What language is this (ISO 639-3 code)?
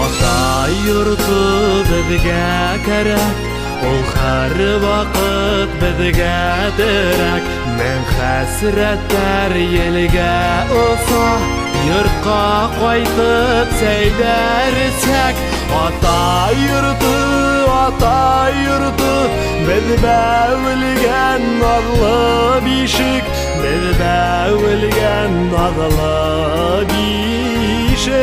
bak